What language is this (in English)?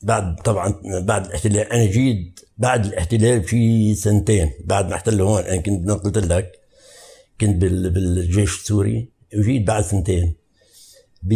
North Levantine Arabic